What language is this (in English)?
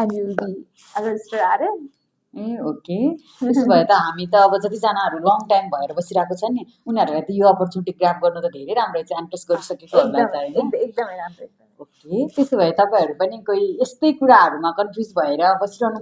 Nepali